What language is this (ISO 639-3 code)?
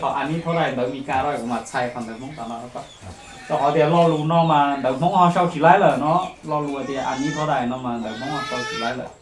hmn